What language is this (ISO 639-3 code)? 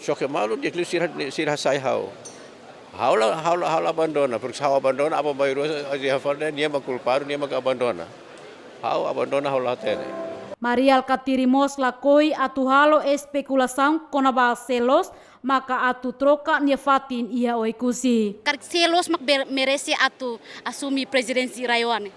tet